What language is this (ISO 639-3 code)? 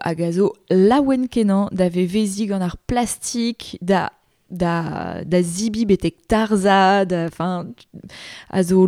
bre